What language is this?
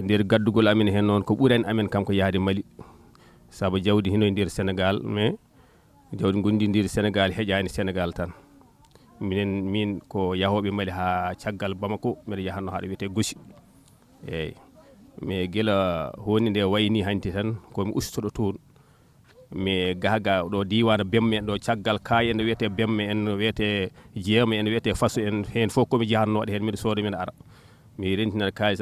Fula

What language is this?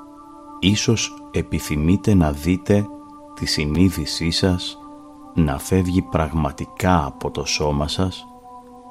Greek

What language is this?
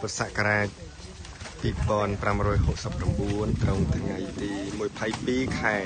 Khmer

